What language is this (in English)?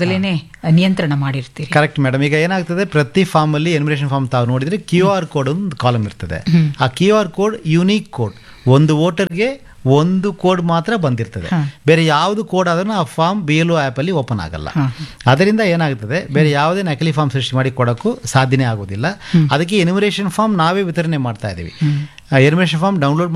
Kannada